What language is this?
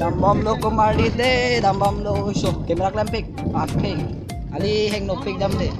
Karbi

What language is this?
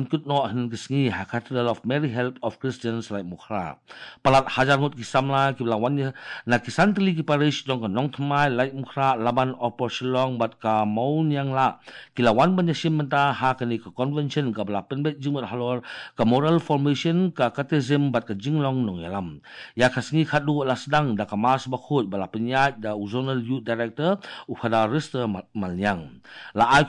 Khasi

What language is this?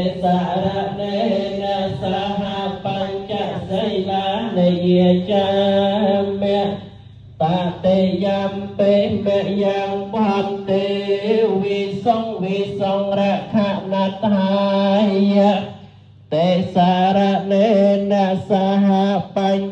Khmer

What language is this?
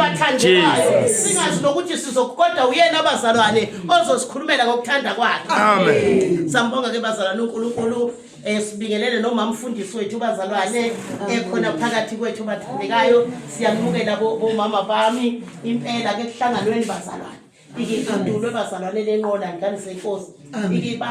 Zulu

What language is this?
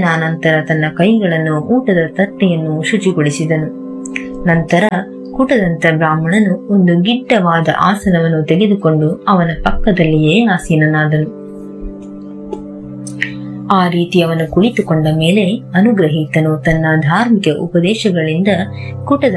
Kannada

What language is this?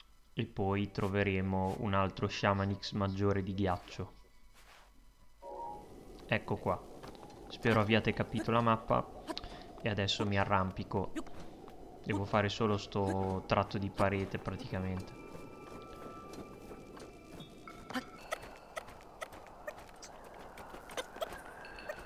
Italian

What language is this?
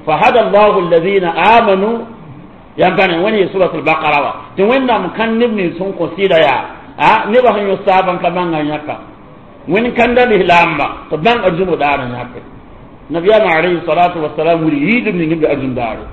Mossi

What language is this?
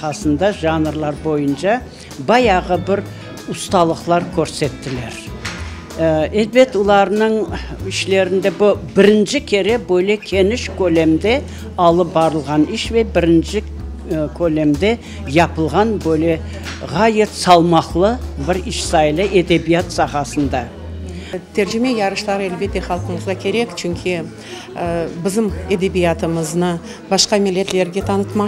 Crimean Tatar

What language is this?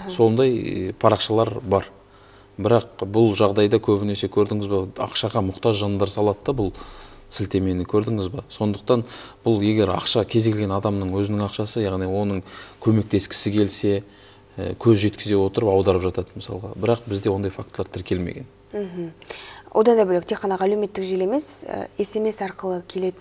Kazakh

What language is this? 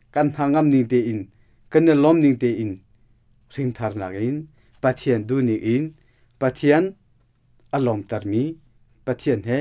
Hakha Chin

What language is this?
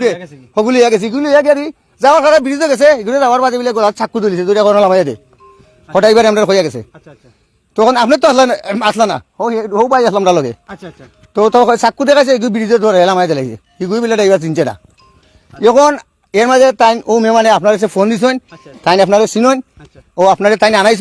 Sylheti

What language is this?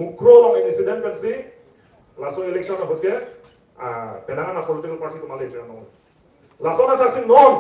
Karbi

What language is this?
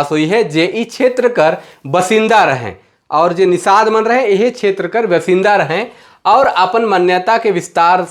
Sadri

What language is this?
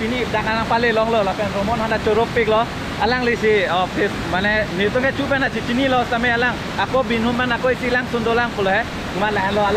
Karbi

